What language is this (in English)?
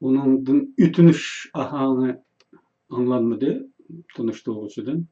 Uyghur